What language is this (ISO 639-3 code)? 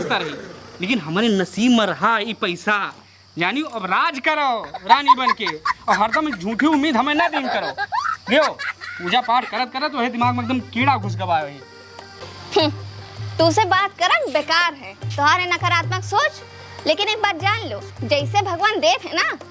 awa